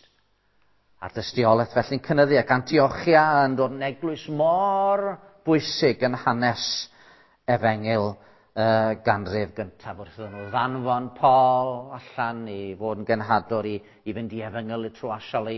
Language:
Welsh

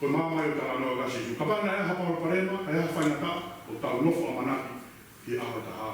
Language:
Tongan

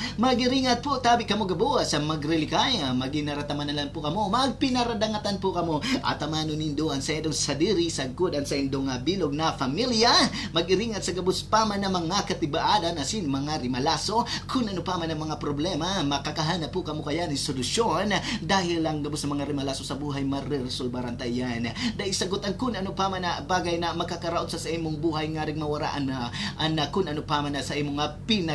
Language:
Bikol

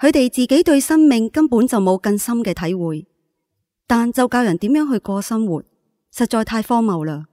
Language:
Cantonese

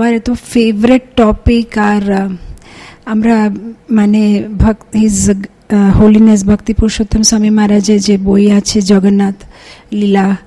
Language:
Bangla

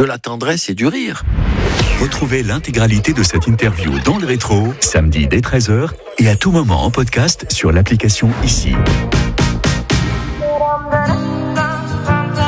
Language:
French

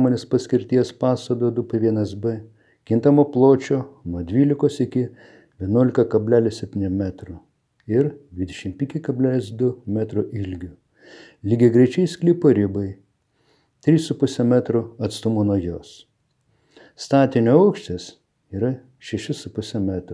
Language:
Lithuanian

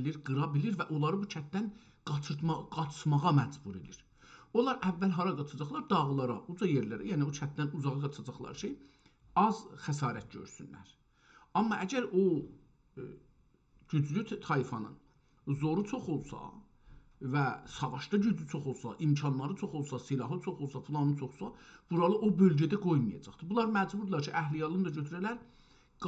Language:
South Azerbaijani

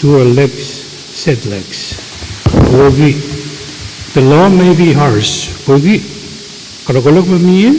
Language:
Pohnpeian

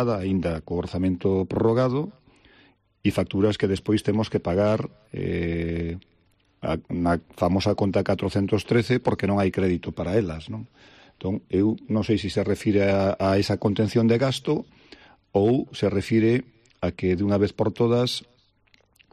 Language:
Galician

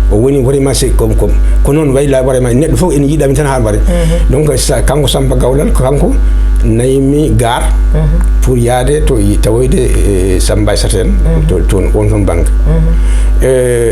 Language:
Fula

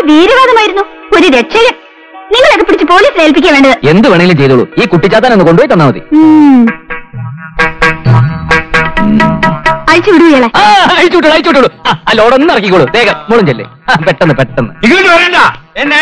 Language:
Malayalam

